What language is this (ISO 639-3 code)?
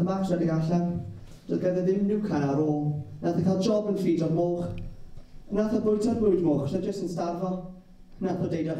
cym